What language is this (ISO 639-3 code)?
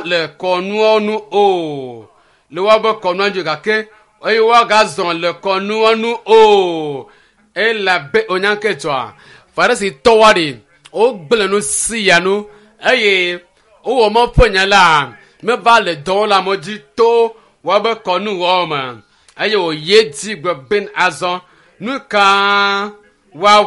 ewe